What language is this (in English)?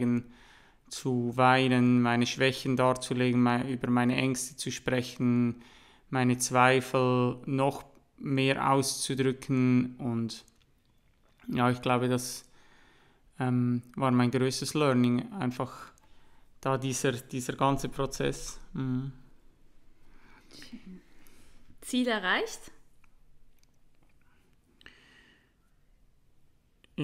German